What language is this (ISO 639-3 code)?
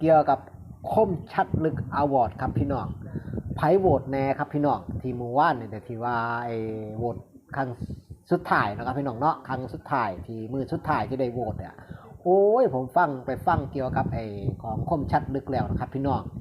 tts